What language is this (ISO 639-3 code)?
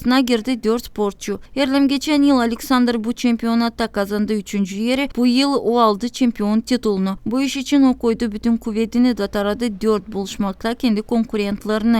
gag